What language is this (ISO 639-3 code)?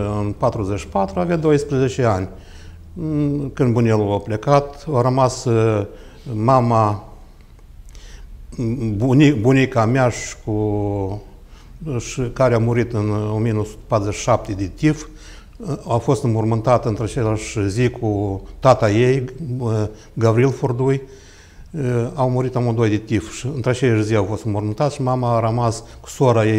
ron